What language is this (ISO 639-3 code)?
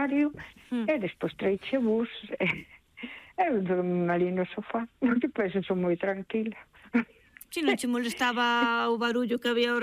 glg